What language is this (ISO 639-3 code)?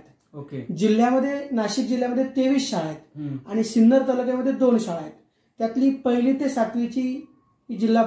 mar